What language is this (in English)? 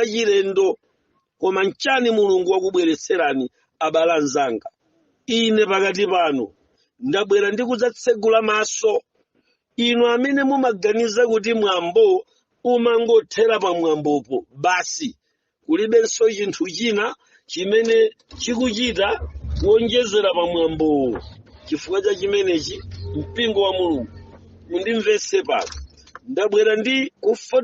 Nyanja